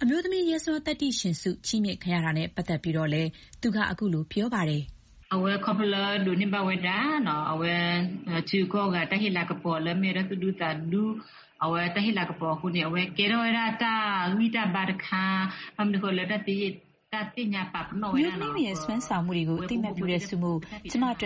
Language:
Burmese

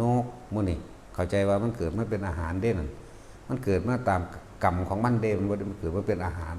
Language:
Northeastern Thai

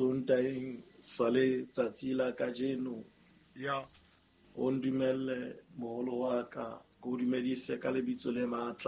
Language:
Southern Sotho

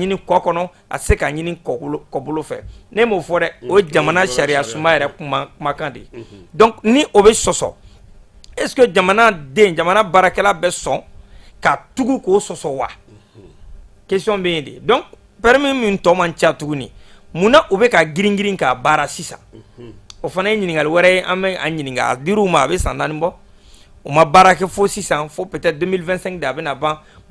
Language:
Bambara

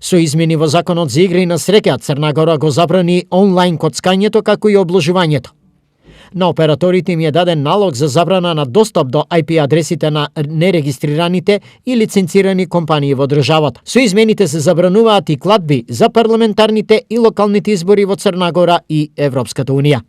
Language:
Macedonian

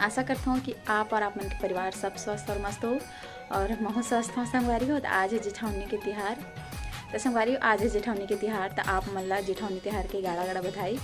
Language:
Chhattisgarhi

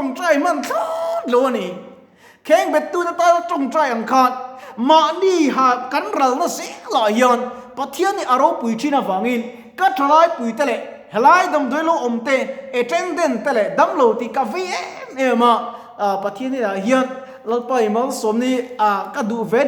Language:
Mizo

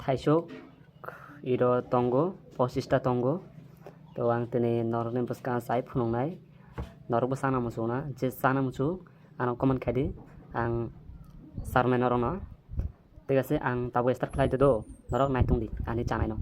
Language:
Kok Borok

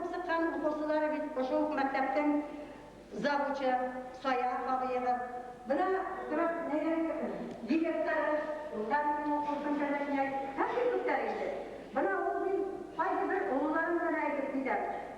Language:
Bashkir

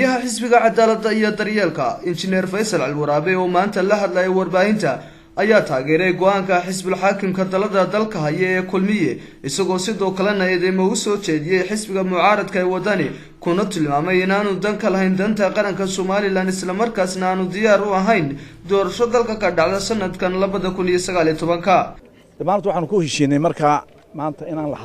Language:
Somali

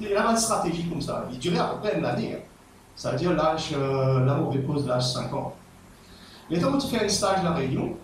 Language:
Morisyen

